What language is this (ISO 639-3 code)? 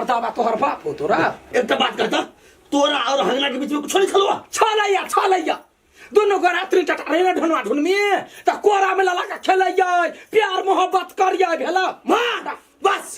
mai